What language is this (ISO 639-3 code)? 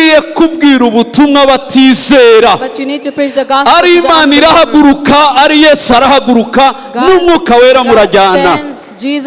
kin